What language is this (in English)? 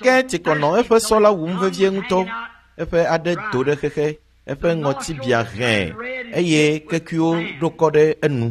Ewe